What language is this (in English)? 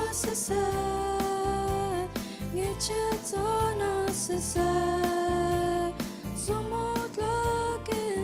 Hakha Chin